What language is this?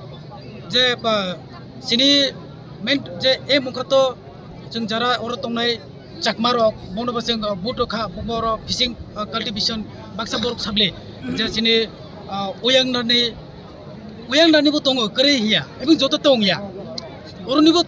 Kok Borok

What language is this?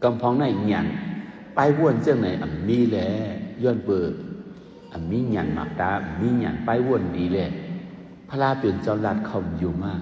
Shan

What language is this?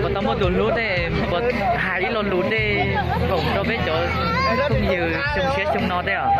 Hmong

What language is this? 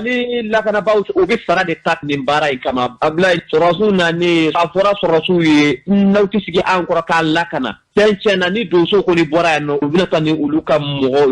Bambara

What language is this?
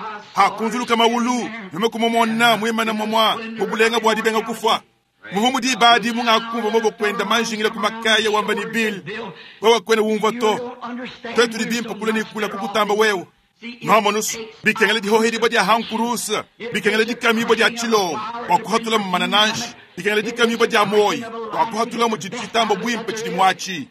Luba-Lulua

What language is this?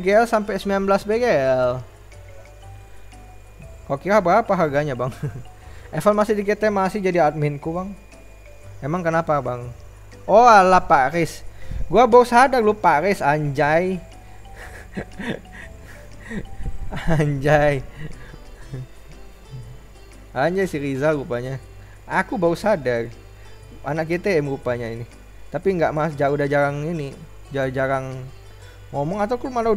Indonesian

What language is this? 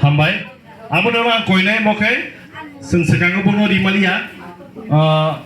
Kok Borok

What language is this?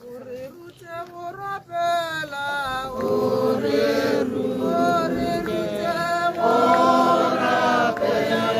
Tswana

